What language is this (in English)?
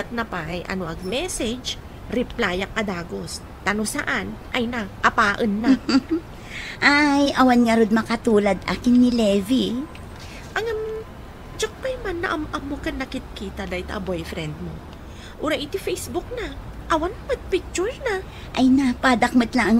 Iloko